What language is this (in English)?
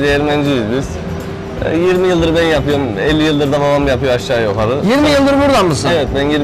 Turkish